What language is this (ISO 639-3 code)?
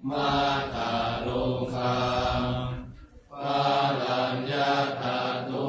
pli